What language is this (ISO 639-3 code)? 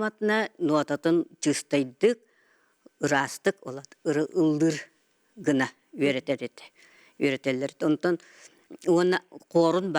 sah